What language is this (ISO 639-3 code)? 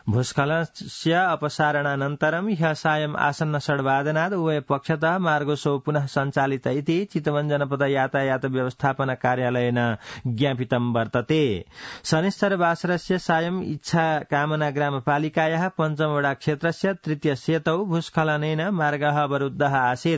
san